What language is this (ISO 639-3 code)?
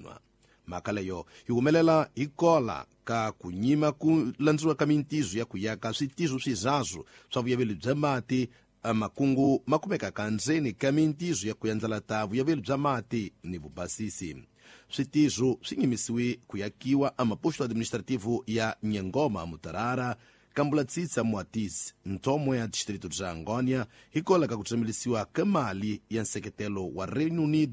tso